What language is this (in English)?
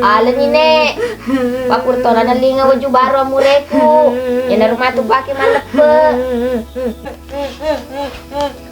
Buginese